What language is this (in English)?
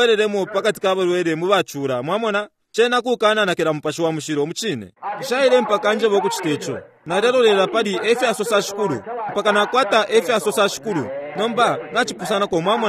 Bemba